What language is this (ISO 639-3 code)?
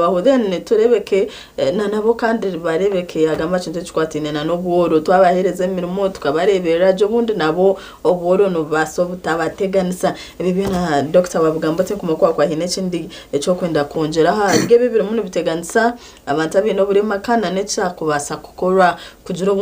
nyn